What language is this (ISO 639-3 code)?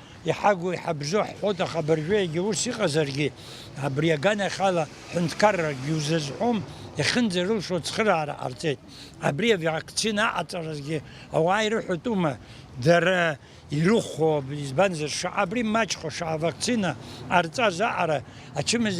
abk